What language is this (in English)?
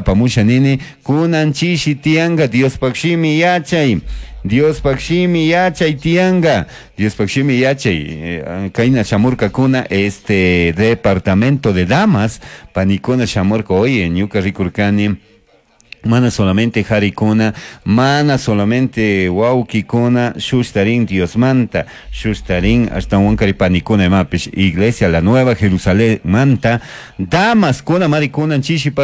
Chimborazo Highland Quichua